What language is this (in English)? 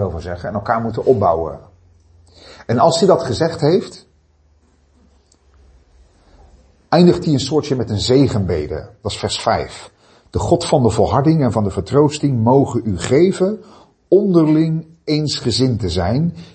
Dutch